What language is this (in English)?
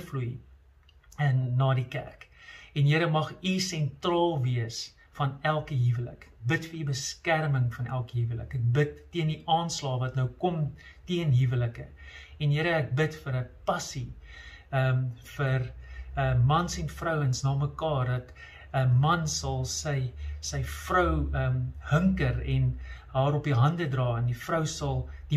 Afrikaans